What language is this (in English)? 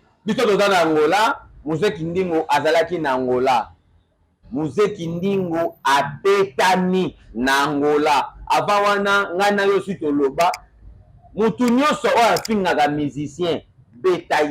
Lingala